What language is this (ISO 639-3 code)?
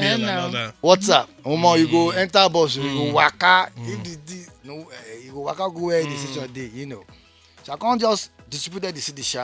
pcm